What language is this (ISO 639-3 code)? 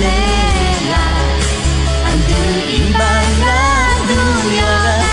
ahk